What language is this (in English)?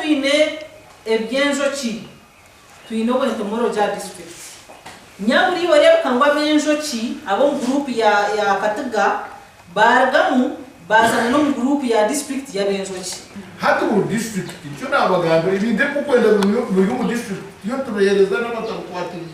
Nyankole